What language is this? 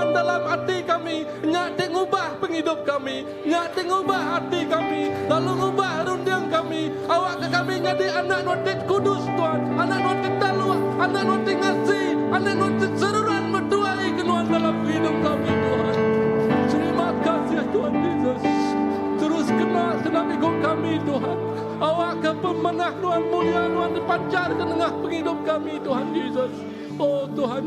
Iban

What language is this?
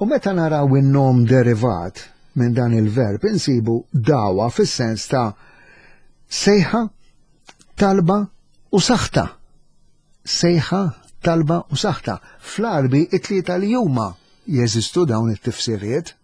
Maltese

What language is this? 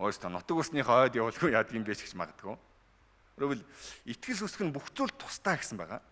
Mongolian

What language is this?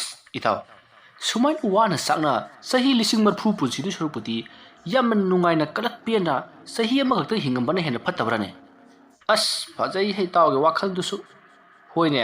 Manipuri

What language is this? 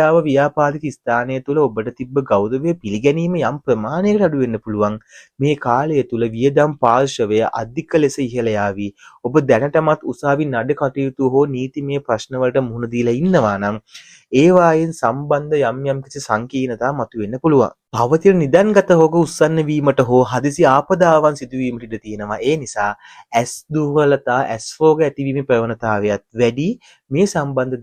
Sinhala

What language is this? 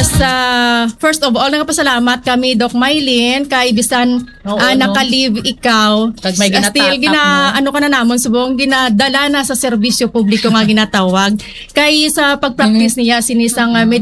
Hiligaynon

